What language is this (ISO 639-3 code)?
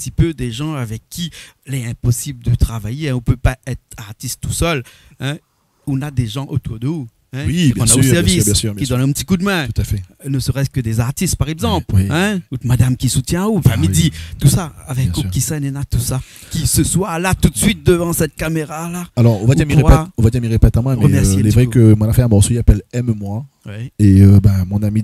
rcf